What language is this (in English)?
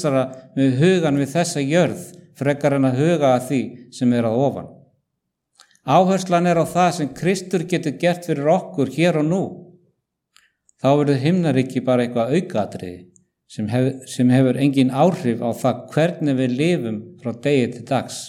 Icelandic